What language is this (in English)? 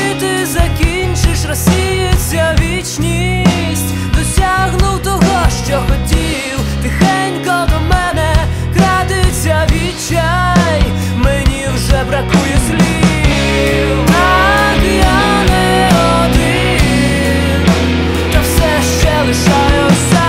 Ukrainian